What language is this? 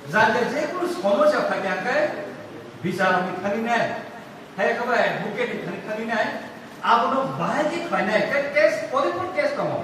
Kok Borok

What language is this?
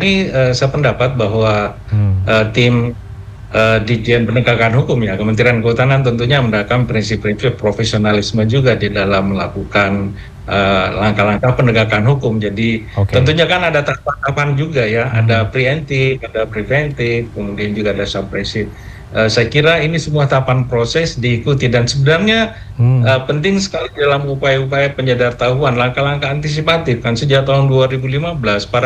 Indonesian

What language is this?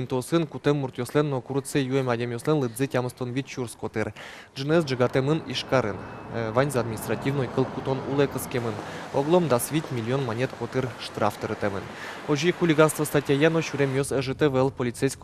Udmurt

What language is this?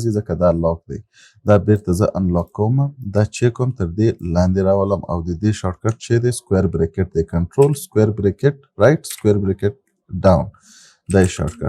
Pashto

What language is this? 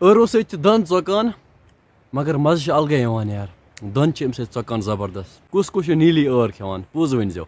Kashmiri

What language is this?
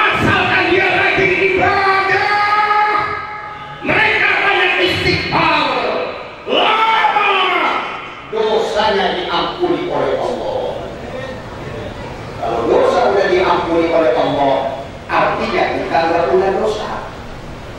Indonesian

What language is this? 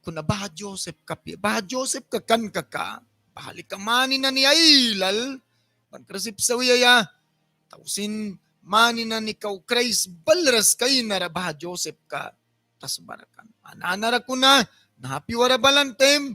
Mískito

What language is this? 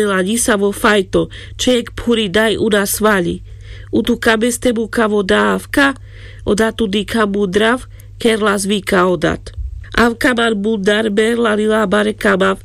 Carpathian Romani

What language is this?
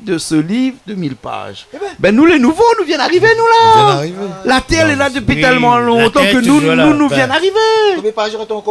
Réunion Creole French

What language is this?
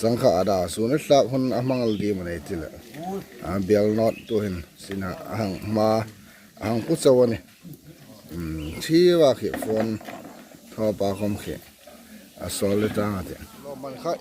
Hmar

